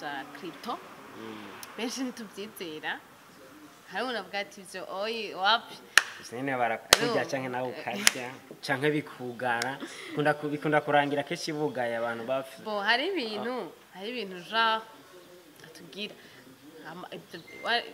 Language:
Rundi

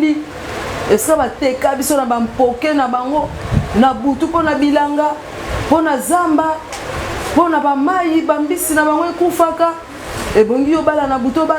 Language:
Lingala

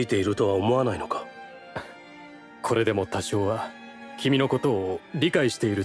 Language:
Japanese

